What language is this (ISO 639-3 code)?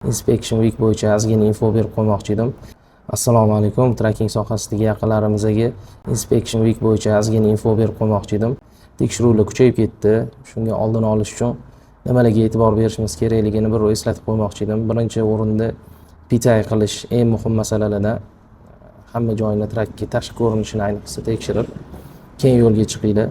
uzb